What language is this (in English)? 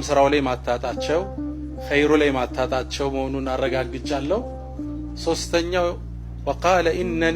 Amharic